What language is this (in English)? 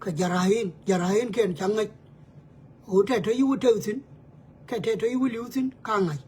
Nuer